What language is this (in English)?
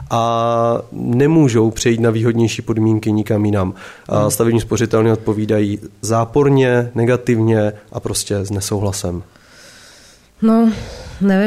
Czech